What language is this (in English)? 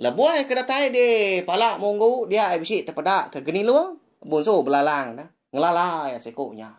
Iban